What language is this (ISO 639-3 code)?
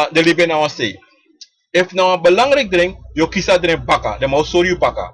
srn